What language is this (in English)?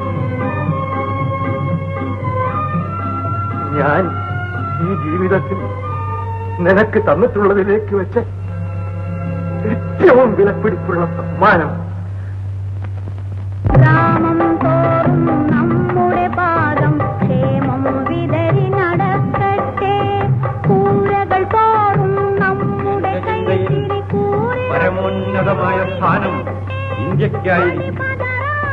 Malayalam